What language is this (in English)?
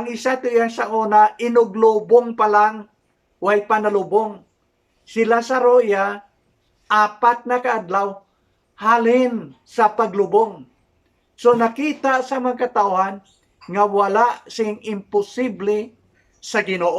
Hiligaynon